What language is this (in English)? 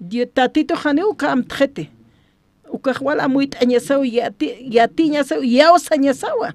Aymara